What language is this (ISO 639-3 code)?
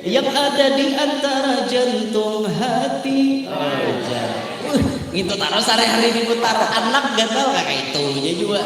bjn